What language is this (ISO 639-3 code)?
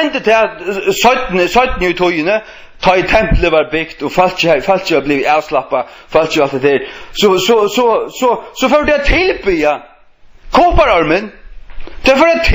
fao